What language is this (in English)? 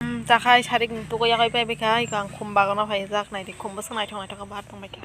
Kok Borok